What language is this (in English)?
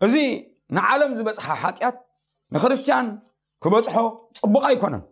Tigrinya